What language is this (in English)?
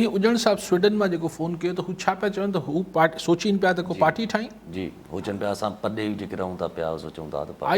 Sindhi